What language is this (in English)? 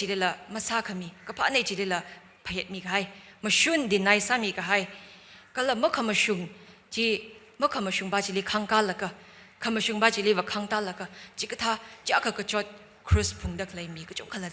Tangkhul Naga (India)